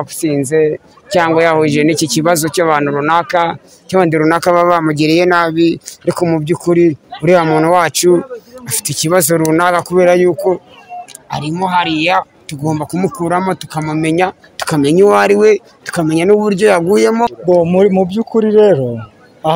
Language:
Kinyarwanda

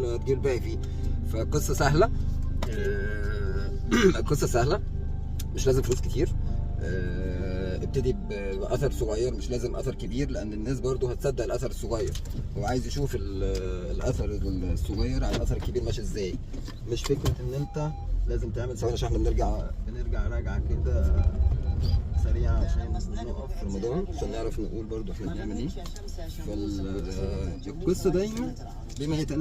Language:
Egyptian Arabic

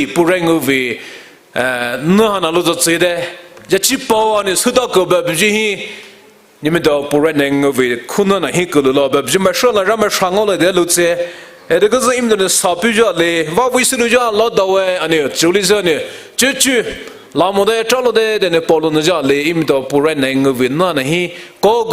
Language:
Poumei Naga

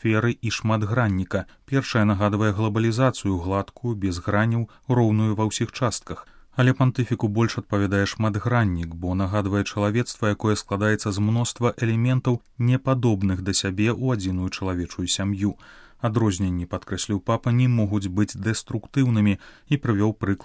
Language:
Belarusian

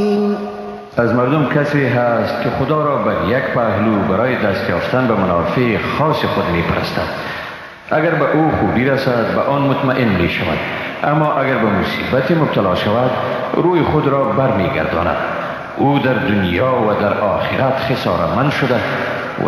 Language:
Persian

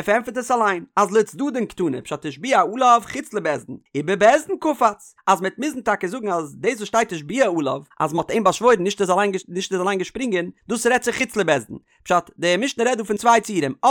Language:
Yiddish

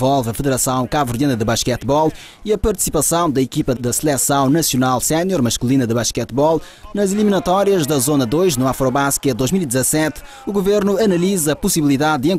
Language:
Portuguese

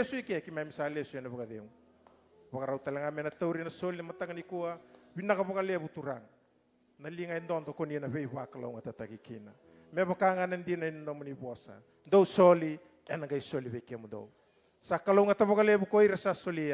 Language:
Fijian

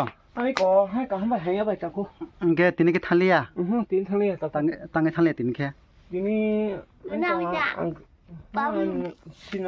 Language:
Kok Borok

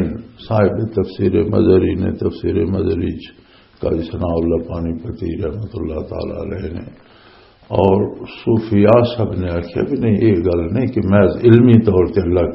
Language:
Western Panjabi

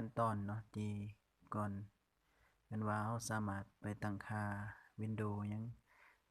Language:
Lao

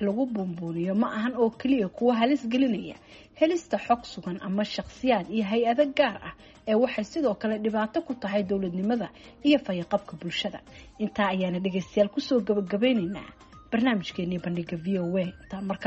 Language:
Somali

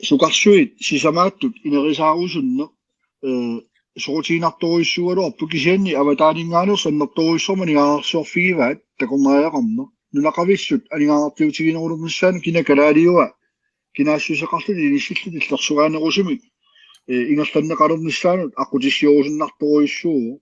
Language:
Kalaallisut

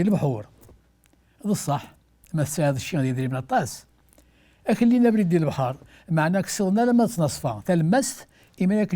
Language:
Kabyle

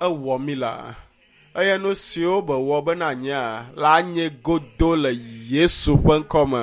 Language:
Ewe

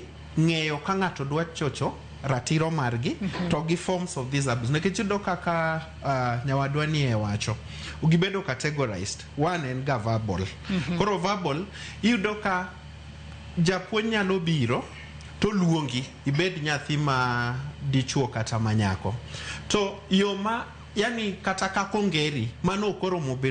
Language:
Luo (Kenya and Tanzania)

